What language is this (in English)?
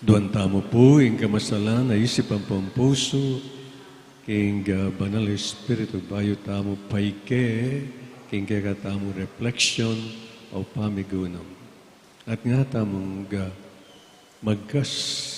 Pampanga